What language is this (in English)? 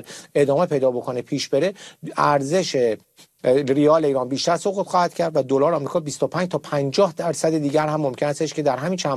Persian